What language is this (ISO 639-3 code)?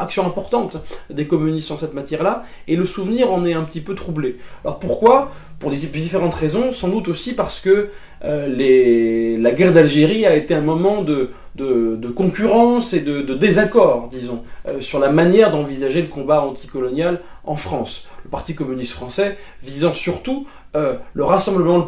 fra